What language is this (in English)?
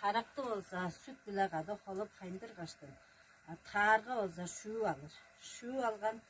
Tuvinian